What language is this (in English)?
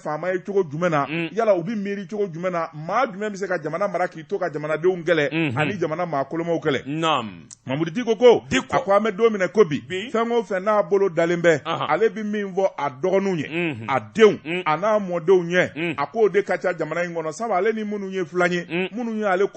Bambara